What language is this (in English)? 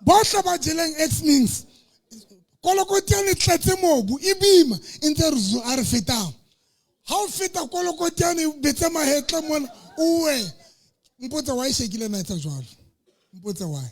Southern Sotho